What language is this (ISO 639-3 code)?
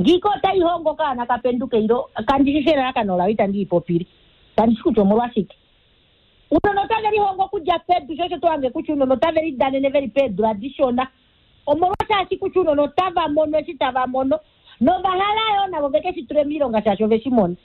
kua